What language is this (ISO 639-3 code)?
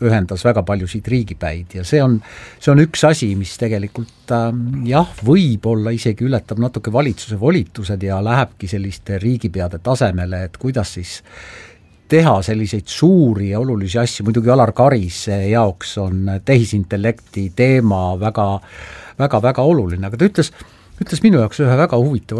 est